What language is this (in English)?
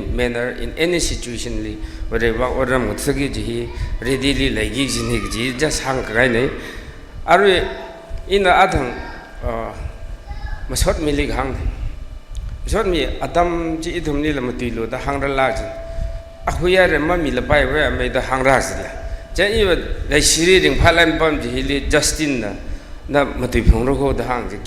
Tangkhul Naga (India)